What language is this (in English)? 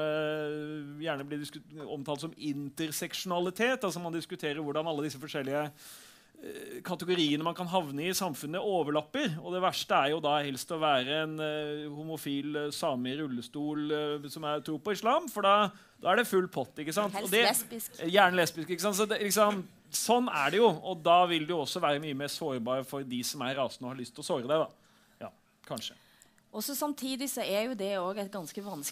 Norwegian